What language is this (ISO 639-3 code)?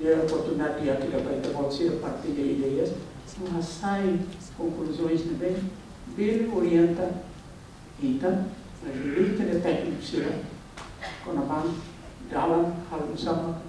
tet